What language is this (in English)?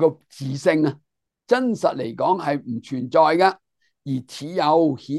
Cantonese